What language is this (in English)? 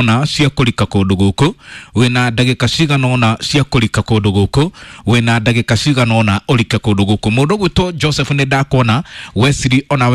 Kikuyu